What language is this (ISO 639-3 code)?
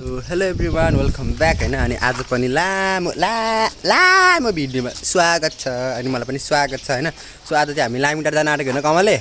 nep